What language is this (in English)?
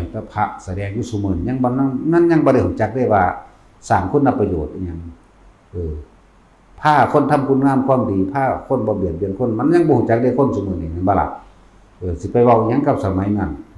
Northeastern Thai